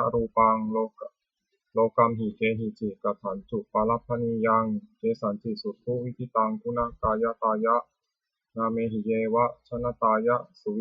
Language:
Pali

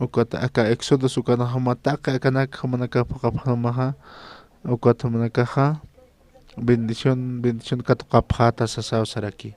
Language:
Aymara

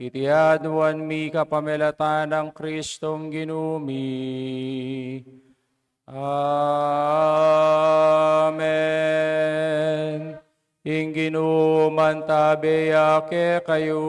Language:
Pampanga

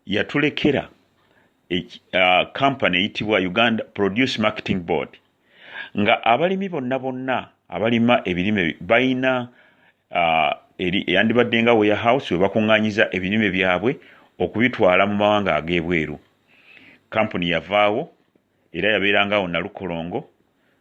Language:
Ganda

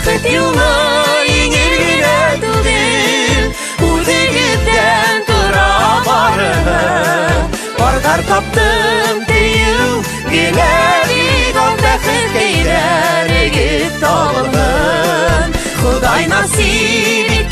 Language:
Bashkir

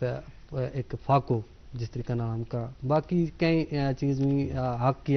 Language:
Gujari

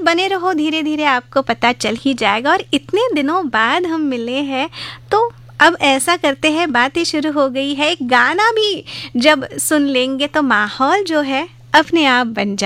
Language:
Hindi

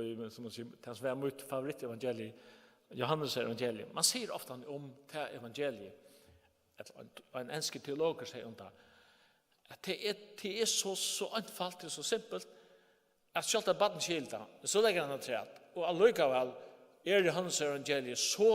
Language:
Faroese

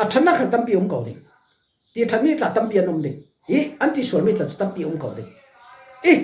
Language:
Falam Chin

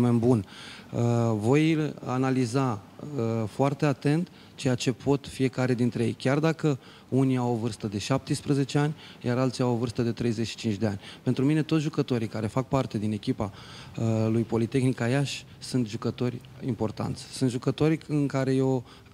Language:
Romanian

